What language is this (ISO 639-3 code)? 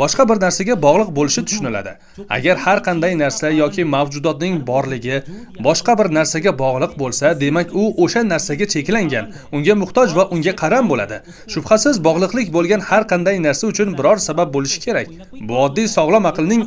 uzb